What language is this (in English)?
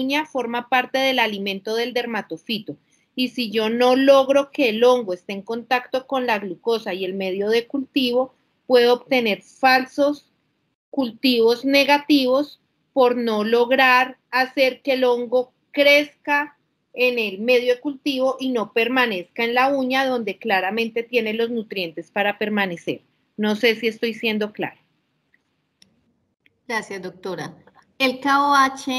Spanish